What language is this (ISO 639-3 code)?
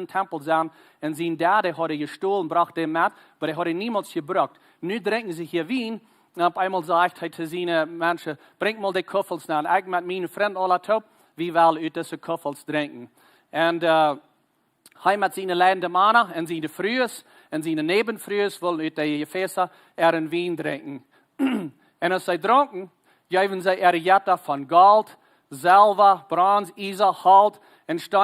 pdt